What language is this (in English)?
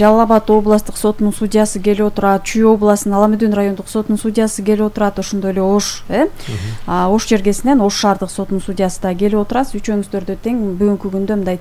Kyrgyz